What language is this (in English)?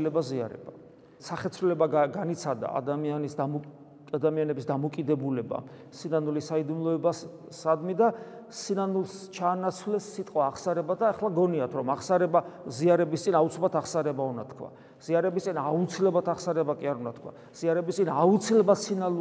Georgian